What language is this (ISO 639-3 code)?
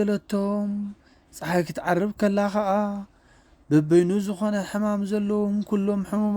tir